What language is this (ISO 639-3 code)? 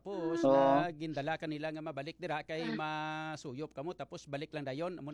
hil